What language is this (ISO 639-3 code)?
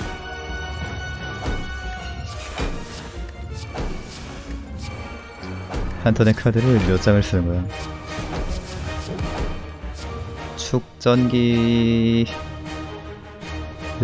kor